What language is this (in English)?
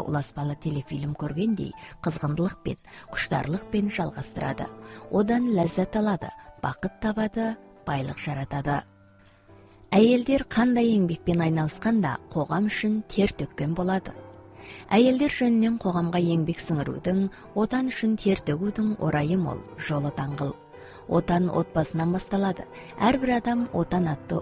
Kazakh